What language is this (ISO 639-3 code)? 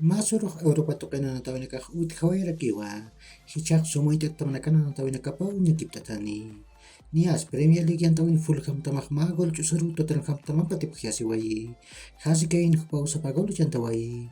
aym